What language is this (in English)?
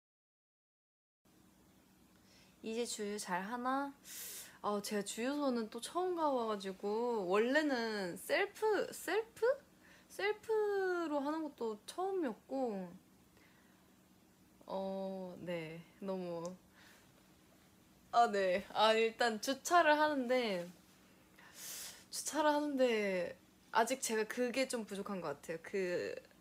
Korean